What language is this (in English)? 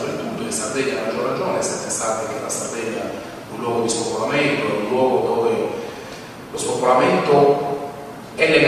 Italian